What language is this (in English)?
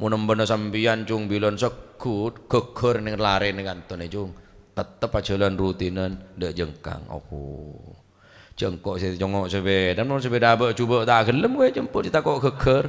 Madurese